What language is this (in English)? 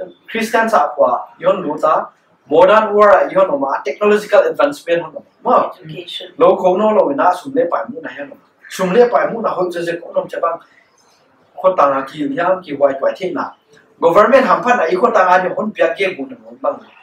Paite Chin